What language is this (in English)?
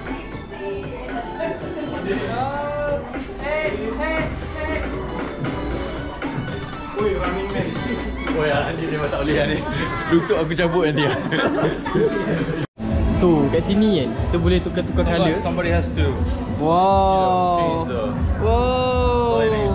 Malay